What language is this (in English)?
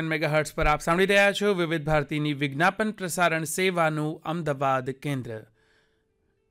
Gujarati